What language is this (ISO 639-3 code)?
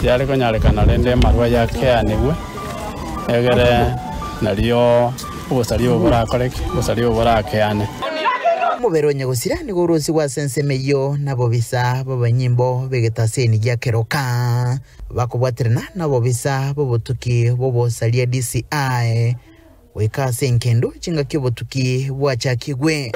guz